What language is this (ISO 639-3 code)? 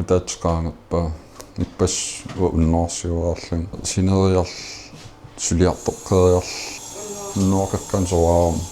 kal